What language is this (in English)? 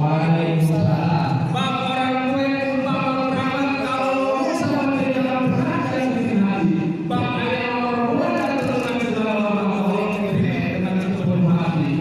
Betawi